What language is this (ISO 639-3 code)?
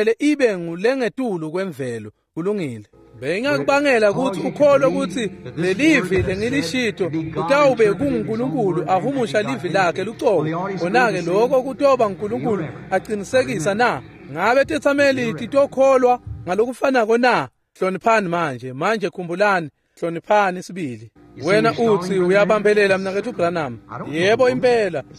ssw